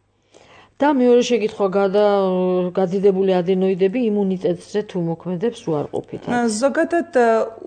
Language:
Georgian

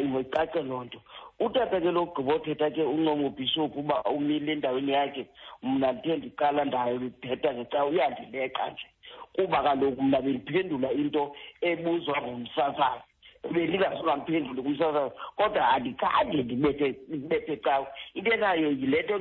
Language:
Xhosa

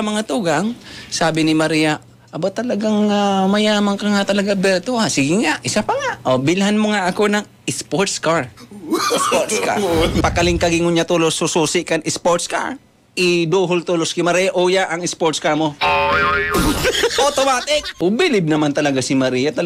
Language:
Bikol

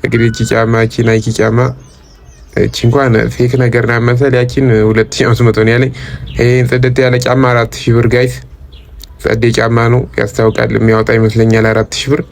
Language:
Amharic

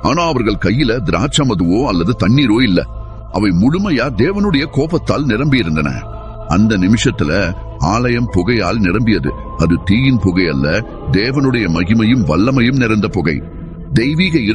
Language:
Tamil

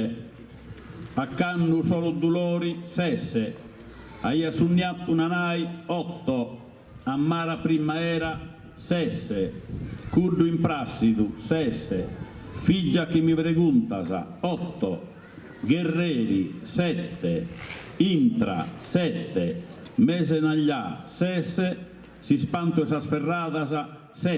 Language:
Sardinian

